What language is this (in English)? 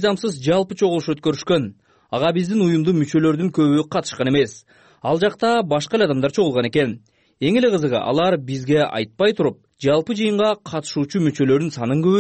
Kyrgyz